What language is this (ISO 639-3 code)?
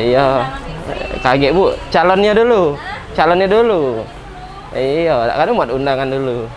mui